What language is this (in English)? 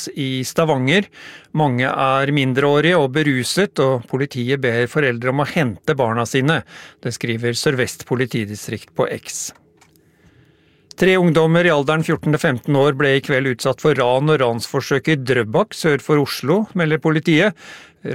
Norwegian